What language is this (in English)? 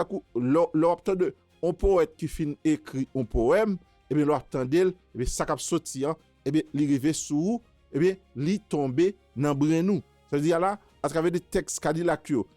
Haitian Creole